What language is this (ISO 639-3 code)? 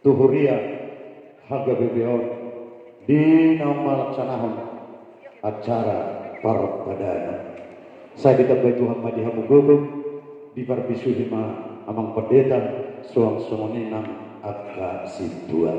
bbc